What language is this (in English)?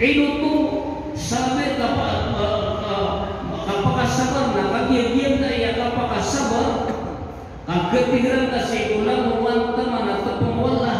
Maranao